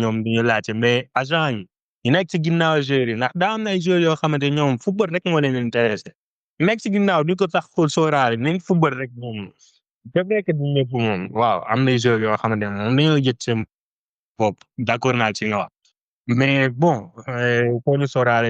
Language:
Wolof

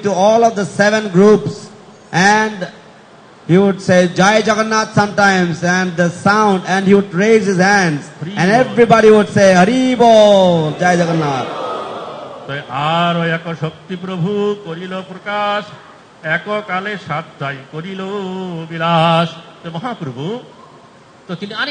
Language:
Bangla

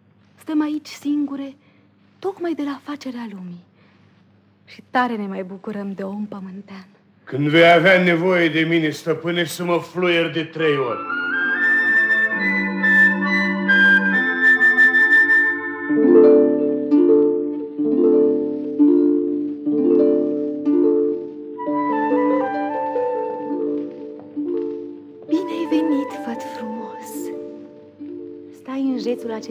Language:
Romanian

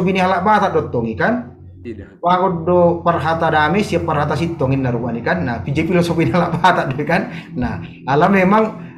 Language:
Batak Toba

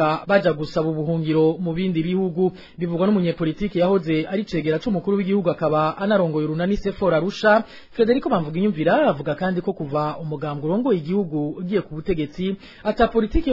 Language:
Rundi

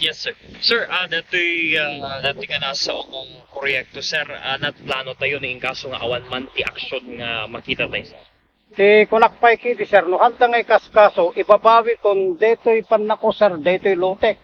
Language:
Iloko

